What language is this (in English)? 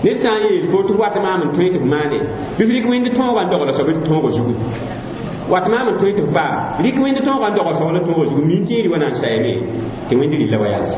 Mossi